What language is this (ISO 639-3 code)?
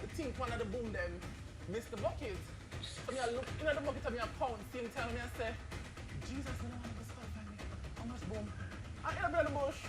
jam